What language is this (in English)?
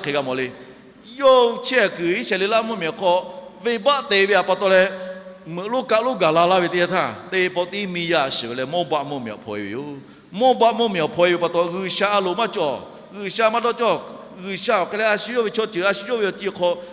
Lahu